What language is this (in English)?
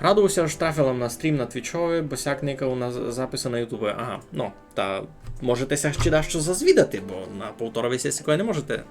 Rusyn